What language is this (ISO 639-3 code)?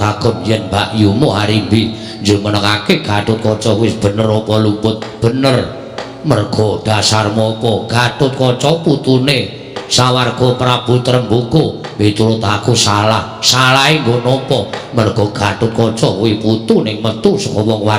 jav